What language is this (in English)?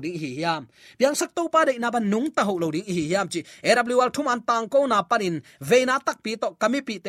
Tedim Chin